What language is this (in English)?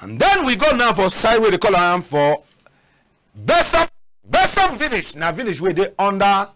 Cameroon Pidgin